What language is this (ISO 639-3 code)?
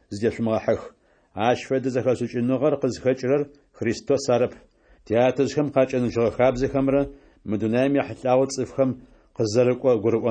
ady